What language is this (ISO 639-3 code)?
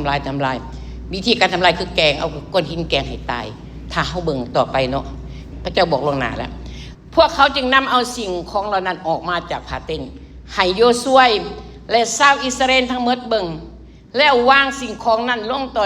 lao